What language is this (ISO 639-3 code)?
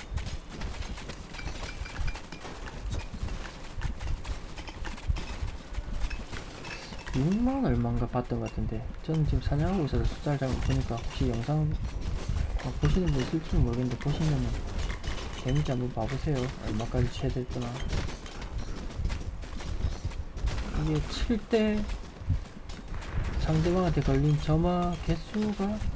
kor